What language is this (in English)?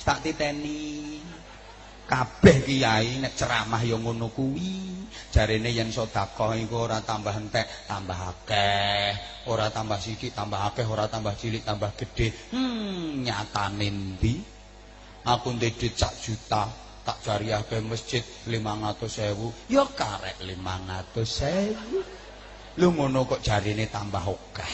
Javanese